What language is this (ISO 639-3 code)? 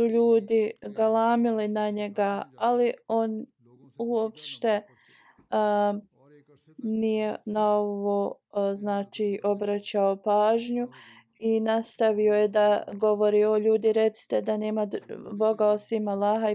bos